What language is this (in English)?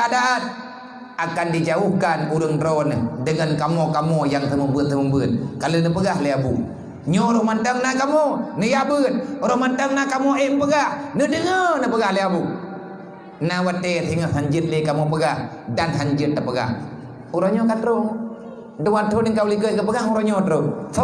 Achinese